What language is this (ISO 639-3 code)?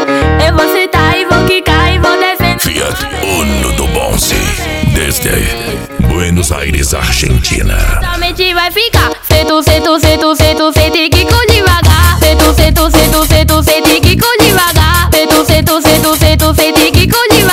por